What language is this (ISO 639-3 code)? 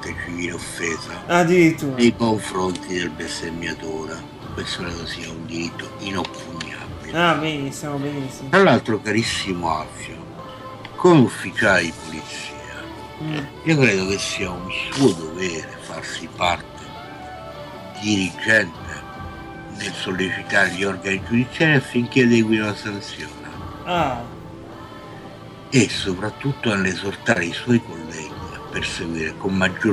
ita